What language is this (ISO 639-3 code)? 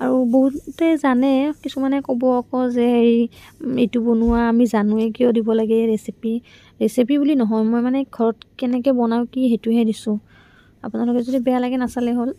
asm